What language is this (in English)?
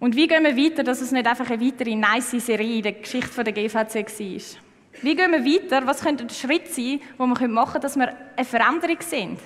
Swiss German